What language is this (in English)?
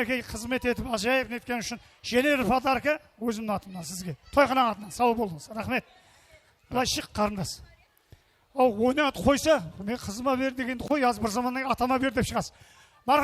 Kara-Kalpak